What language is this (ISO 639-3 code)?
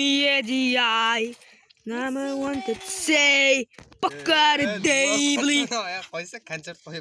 kaa